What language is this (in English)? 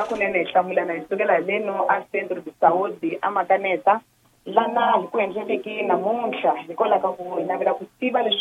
Tsonga